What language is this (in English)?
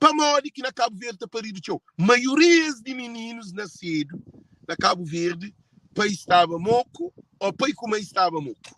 Kabuverdianu